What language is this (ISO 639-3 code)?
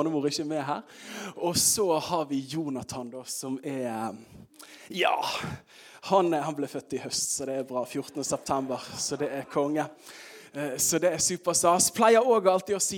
nor